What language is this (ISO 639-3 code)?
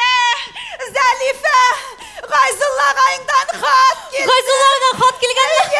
bak